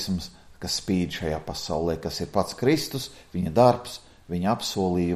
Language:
Latvian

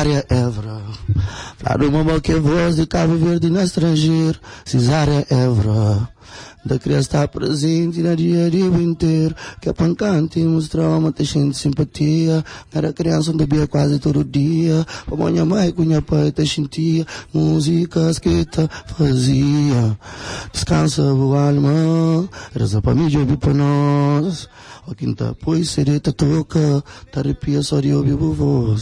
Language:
Kabuverdianu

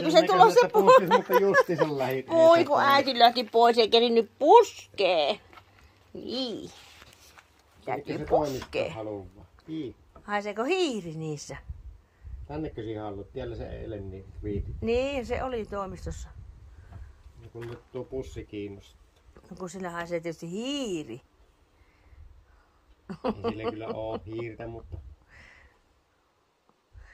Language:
Finnish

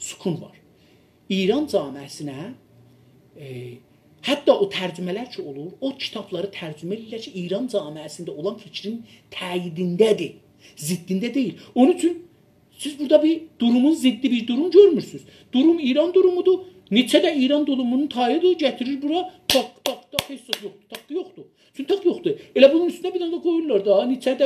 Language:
South Azerbaijani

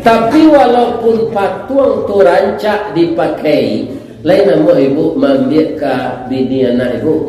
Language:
Minangkabau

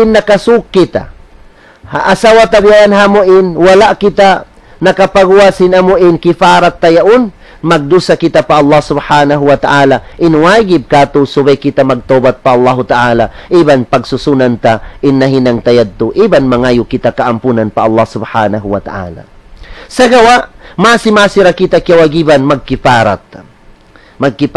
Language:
Tausug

